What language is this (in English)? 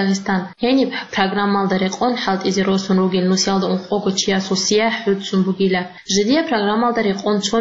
Avaric